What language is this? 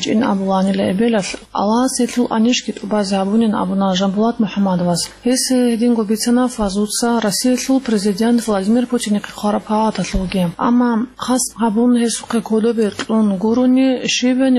Avaric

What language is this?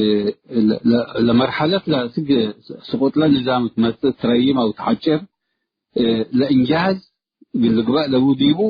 Tigre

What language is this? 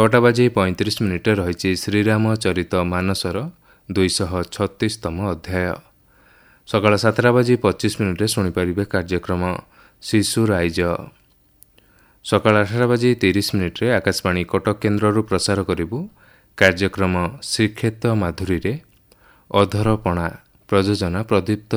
Odia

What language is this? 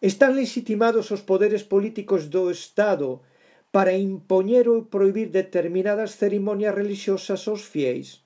Galician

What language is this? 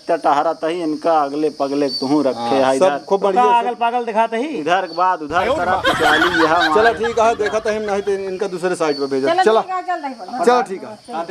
Awadhi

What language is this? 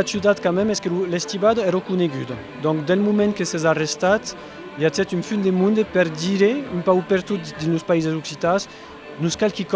Occitan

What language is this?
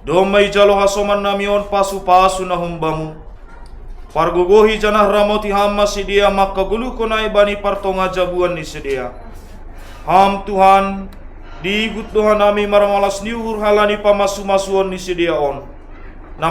Batak Simalungun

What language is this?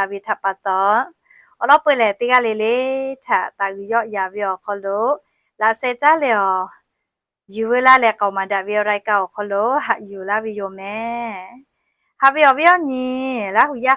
Lahu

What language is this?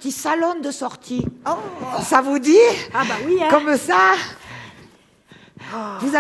French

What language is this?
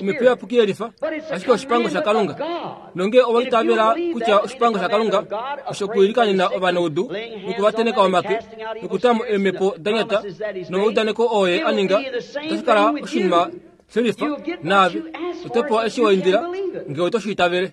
Kuanyama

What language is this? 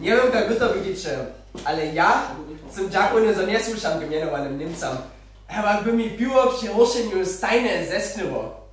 Upper Sorbian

